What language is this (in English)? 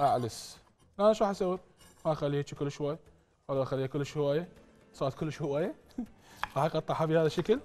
Mesopotamian Arabic